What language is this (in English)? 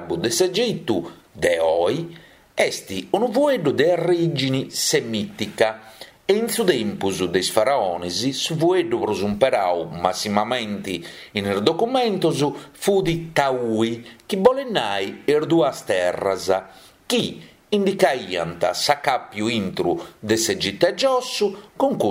Sardinian